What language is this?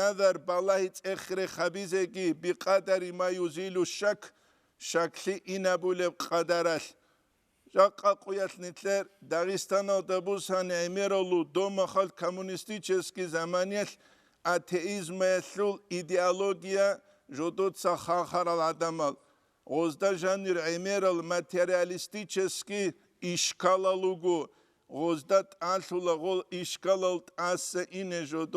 Avaric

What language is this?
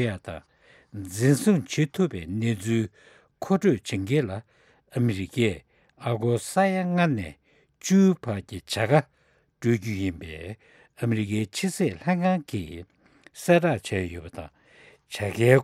Tibetan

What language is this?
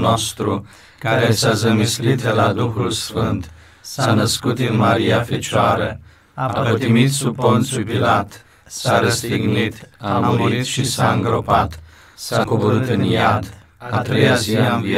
Romanian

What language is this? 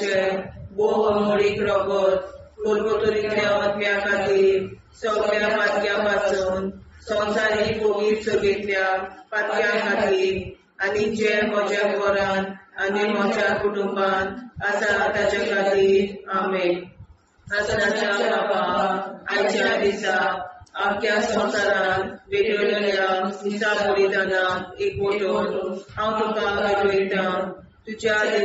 Konkani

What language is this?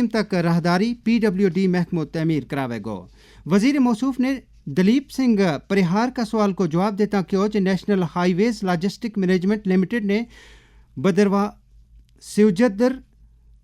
Gujari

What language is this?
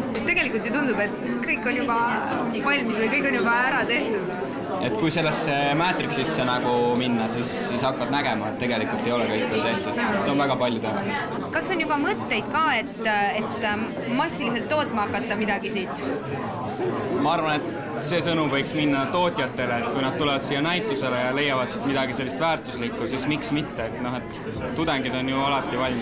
Estonian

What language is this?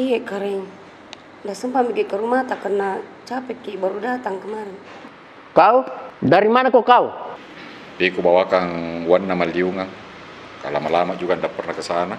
Makassar Malay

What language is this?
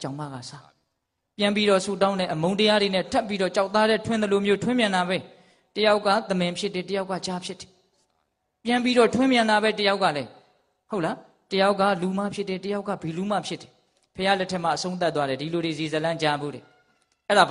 Burmese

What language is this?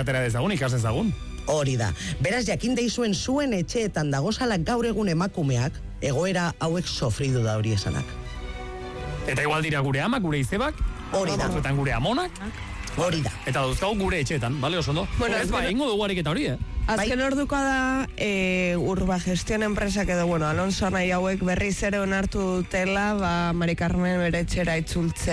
Basque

